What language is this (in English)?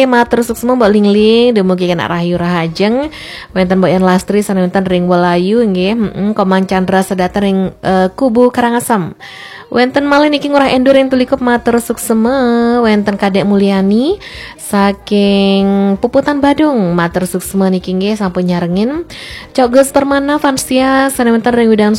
Balinese